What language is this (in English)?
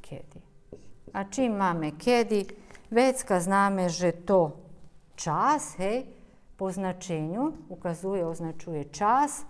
Rusyn